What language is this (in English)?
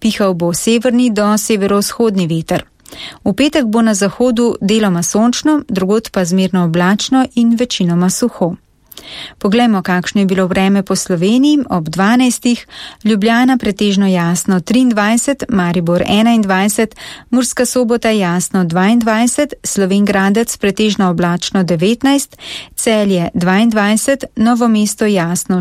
Slovenian